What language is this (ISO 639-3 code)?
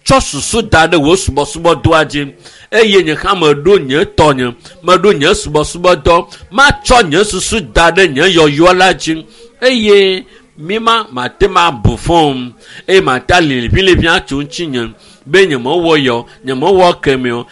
ewe